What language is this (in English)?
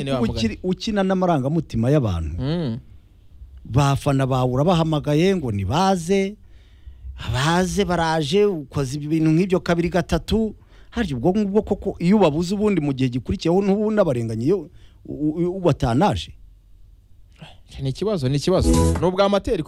Kinyarwanda